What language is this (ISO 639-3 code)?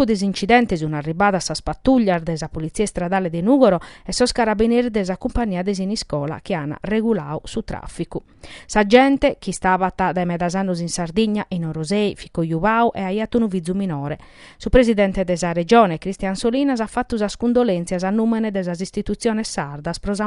srd